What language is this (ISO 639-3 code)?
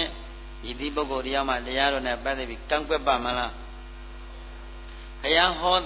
mya